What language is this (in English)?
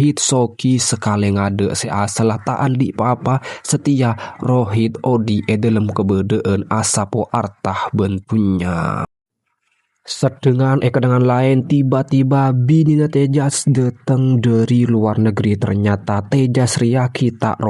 Madurese